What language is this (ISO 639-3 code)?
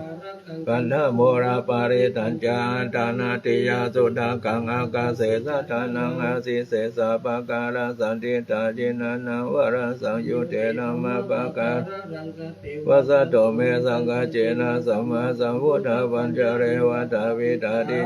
pli